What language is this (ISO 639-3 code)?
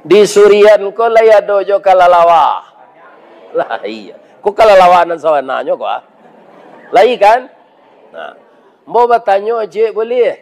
min